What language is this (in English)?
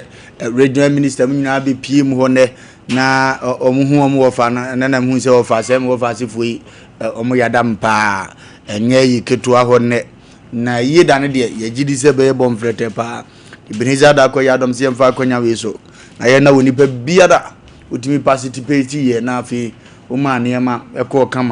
Akan